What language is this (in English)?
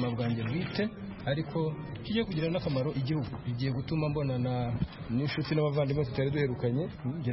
Kinyarwanda